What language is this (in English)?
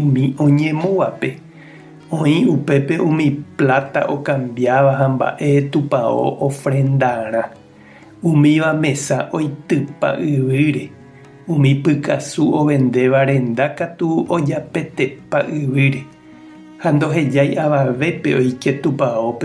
Guarani